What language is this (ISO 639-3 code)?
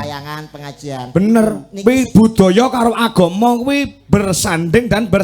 jav